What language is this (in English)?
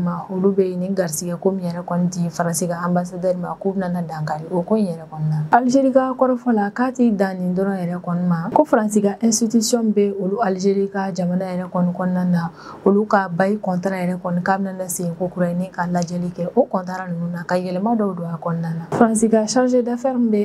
Bambara